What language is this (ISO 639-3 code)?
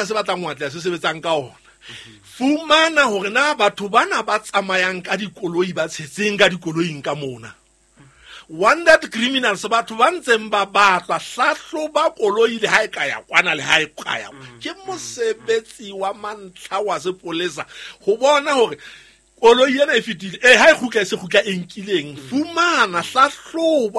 sot